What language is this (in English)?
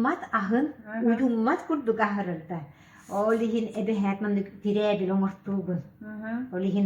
Yakut